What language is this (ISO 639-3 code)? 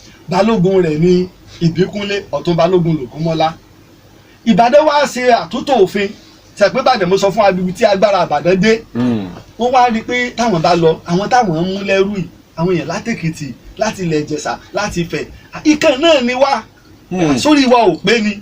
yor